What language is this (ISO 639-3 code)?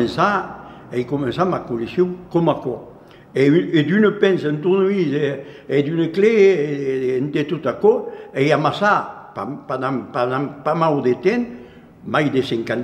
oci